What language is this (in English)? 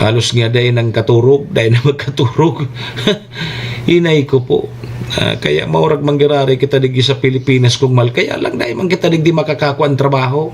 Bikol